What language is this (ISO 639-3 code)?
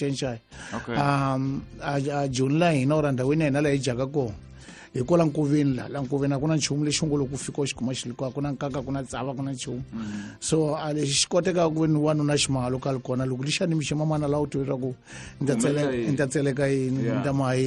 tso